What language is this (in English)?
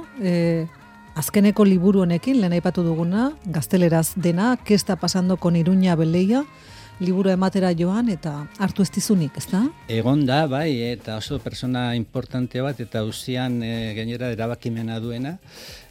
Basque